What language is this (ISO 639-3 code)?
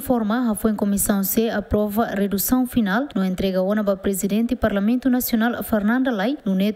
tet